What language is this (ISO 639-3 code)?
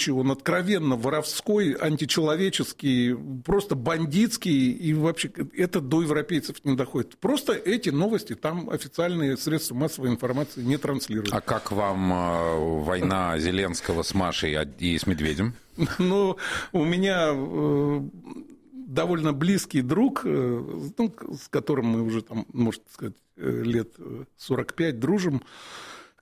rus